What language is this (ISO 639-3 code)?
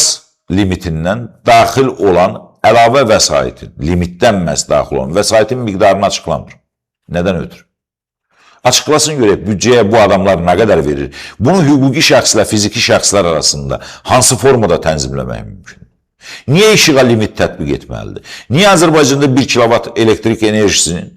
aze